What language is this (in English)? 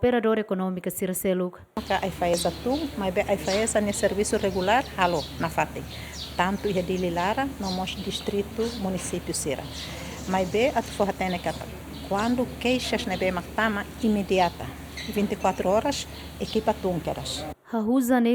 Tetum